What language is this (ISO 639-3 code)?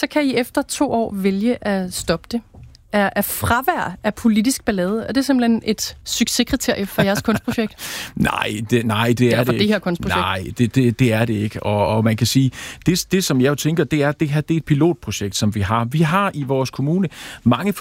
dan